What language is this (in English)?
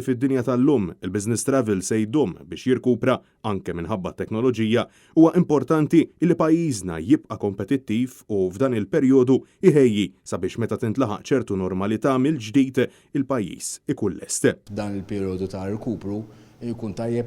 Maltese